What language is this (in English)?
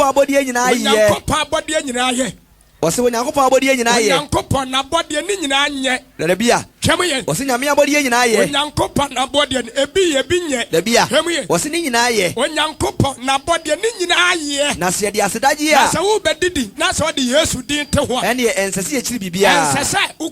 Akan